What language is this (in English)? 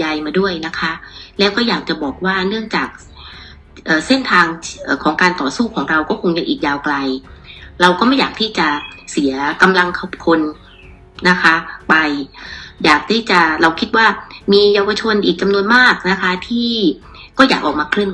Thai